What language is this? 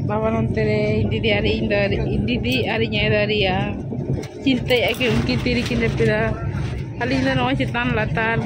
Santali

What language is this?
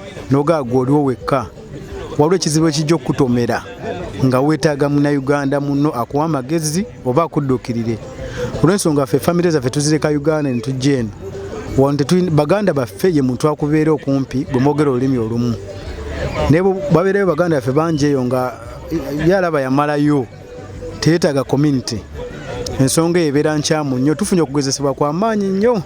Ganda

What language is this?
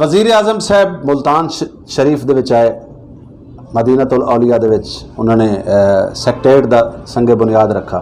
Saraiki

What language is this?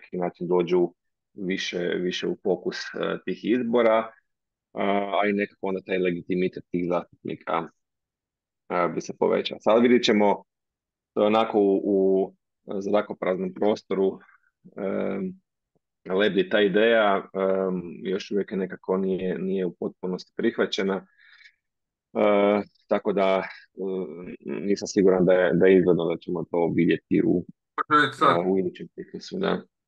Croatian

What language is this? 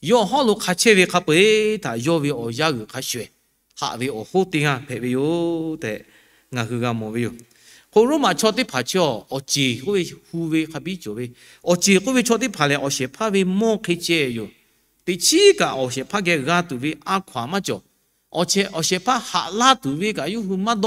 Lahu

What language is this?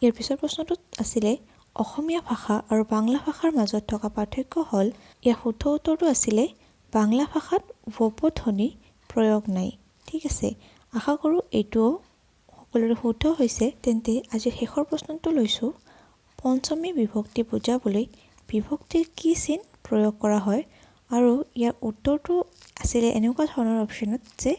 Assamese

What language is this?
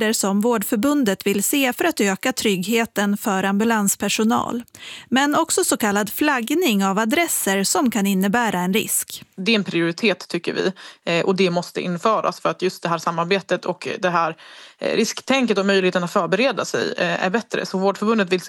Swedish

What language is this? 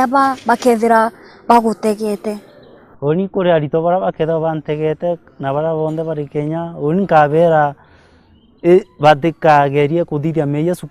Meru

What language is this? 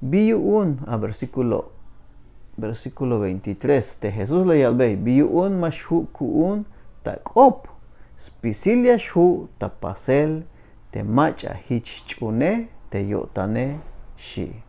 Tzeltal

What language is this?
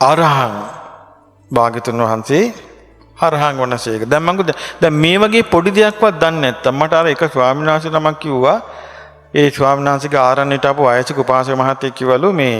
Sinhala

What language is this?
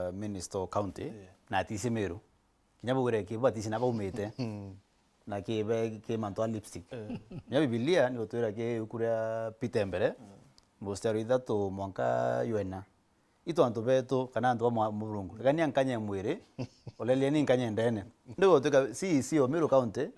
Meru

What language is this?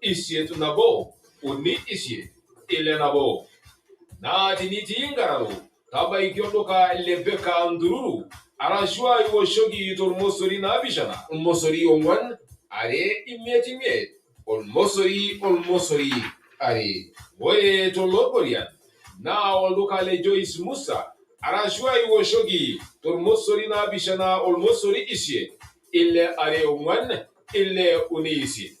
Masai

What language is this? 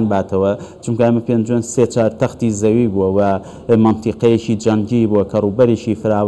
Central Kurdish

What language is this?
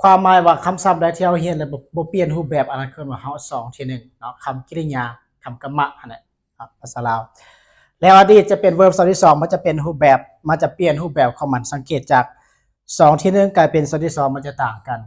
Lao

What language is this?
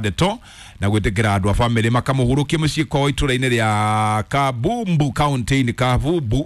Kikuyu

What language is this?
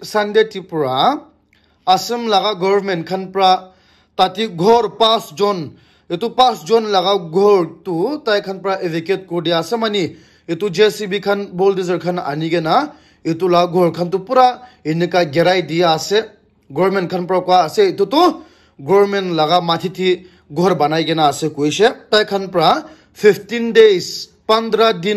Naga Pidgin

